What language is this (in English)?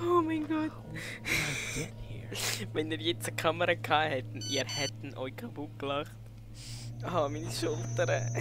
Swiss German